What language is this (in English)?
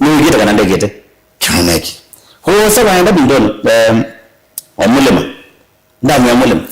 Kamba